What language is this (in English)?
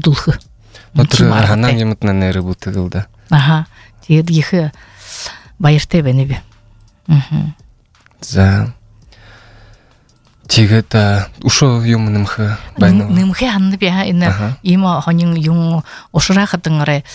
Buriat